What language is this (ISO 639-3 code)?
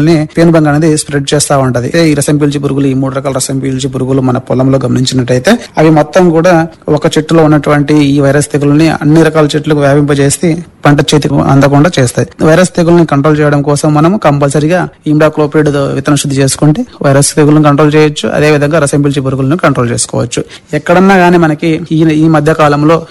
tel